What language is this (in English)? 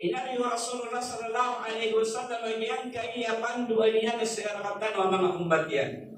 Maranao